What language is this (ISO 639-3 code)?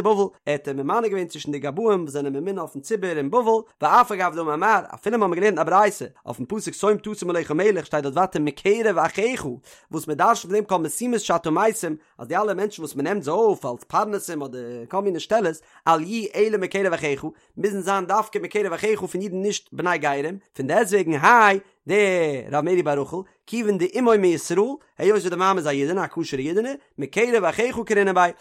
yid